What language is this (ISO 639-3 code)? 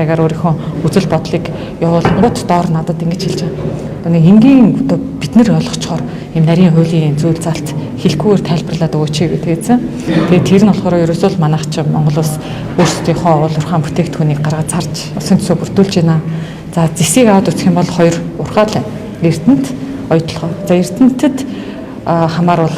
mon